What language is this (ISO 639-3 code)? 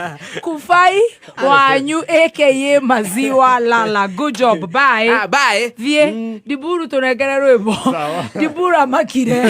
kik